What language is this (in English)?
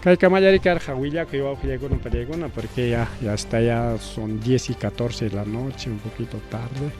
Ayacucho Quechua